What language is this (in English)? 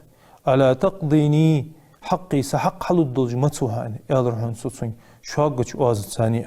Ingush